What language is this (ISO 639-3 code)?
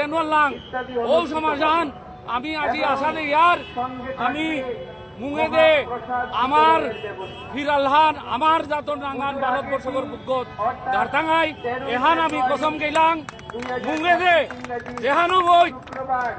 bpy